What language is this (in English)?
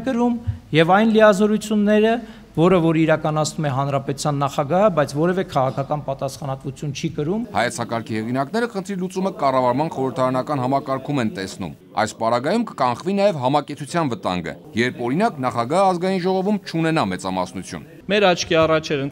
Armenian